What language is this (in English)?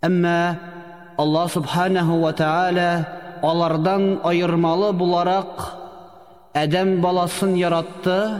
Tatar